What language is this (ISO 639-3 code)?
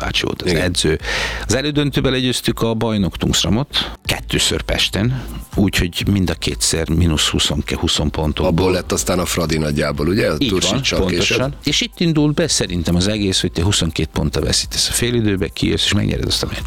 hun